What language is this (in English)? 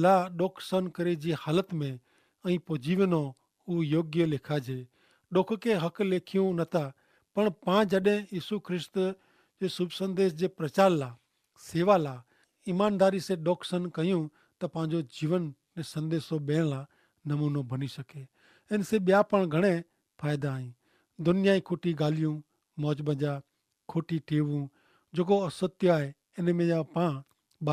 Kachhi